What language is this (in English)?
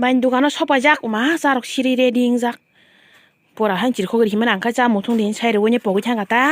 Kok Borok